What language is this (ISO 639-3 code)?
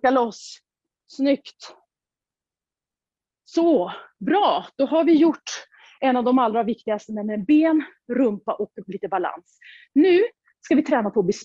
swe